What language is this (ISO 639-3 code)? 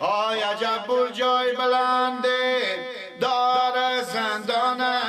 fas